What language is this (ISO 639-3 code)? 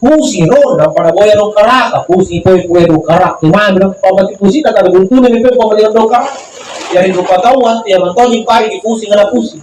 mak